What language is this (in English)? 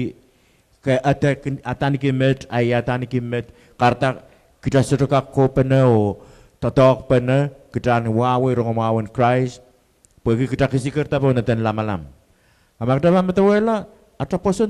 Pohnpeian